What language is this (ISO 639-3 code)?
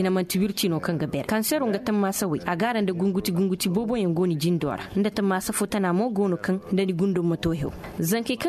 ses